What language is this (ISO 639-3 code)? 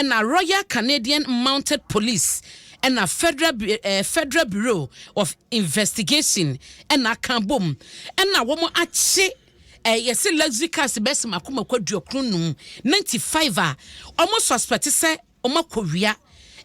aka